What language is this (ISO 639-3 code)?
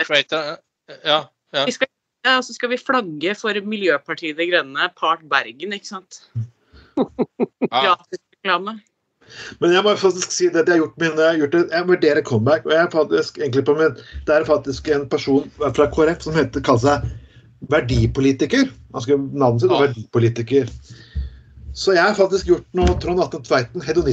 nor